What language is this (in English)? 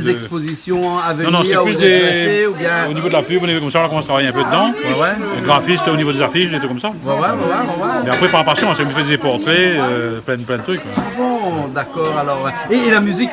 Réunion Creole French